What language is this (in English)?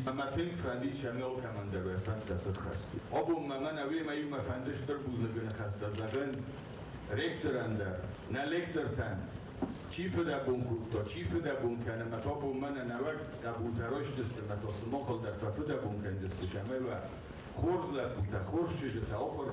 Ossetic